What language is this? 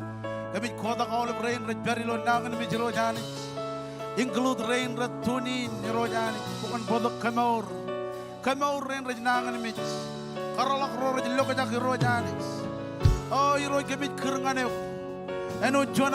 Marshallese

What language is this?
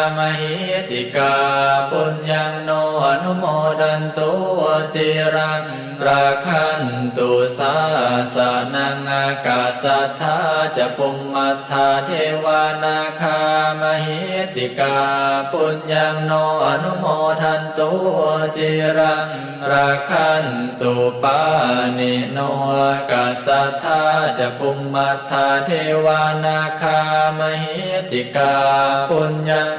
Pali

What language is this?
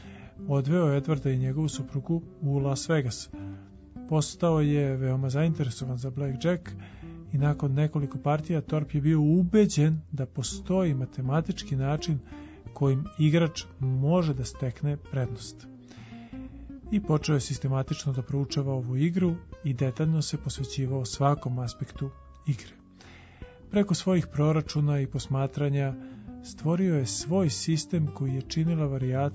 Serbian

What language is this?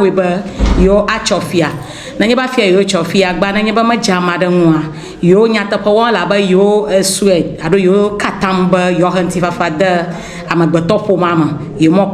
Ewe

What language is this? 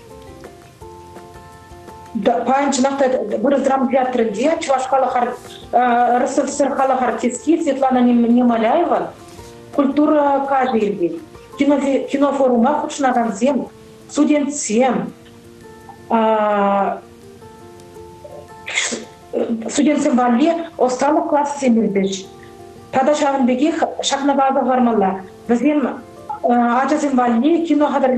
Chuvash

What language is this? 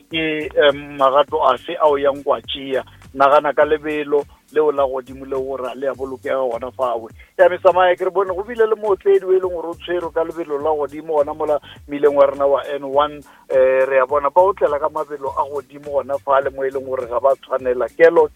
Northern Sotho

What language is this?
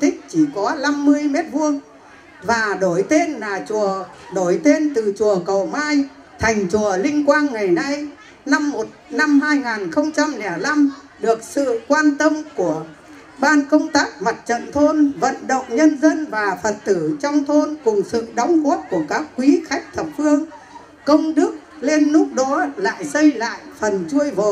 Vietnamese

